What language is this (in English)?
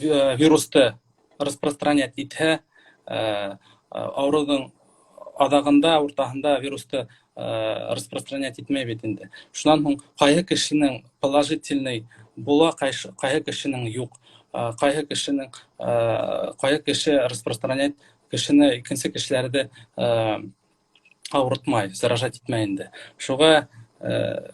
Bashkir